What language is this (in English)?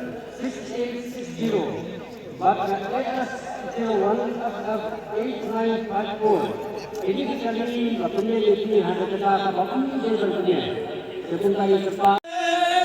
Khasi